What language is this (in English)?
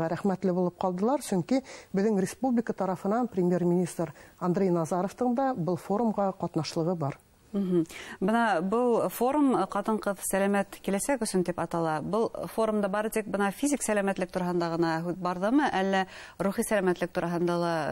Bashkir